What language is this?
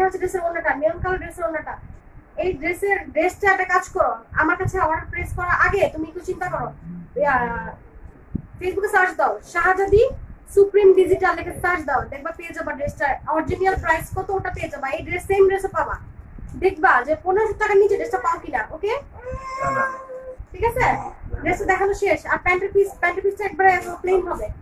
Bangla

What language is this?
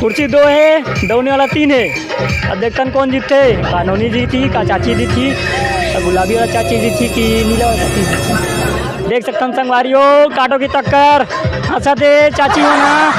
Chhattisgarhi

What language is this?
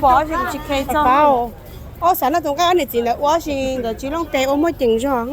Hmong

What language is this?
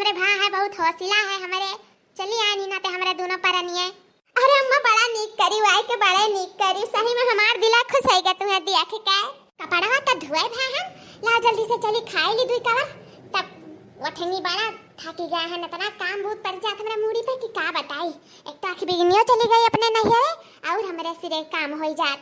Awadhi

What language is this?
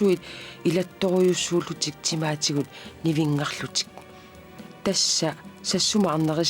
Kalaallisut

